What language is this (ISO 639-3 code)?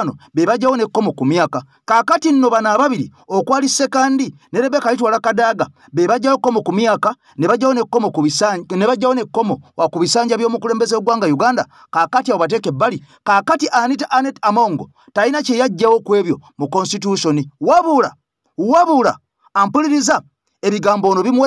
lug